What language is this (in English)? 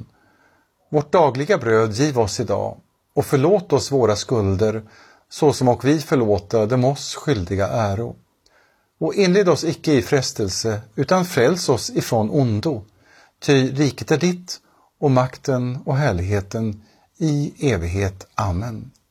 Swedish